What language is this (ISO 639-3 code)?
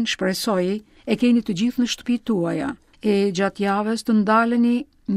sqi